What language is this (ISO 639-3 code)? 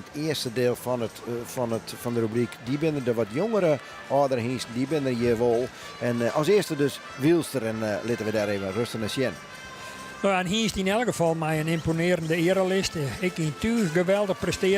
fry